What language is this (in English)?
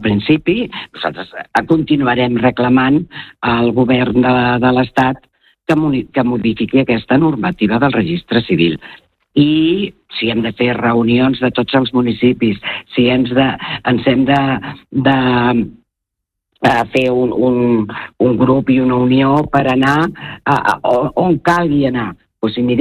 Catalan